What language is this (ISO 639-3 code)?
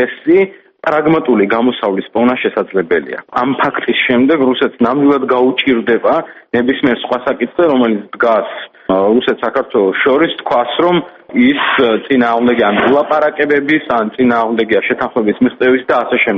kat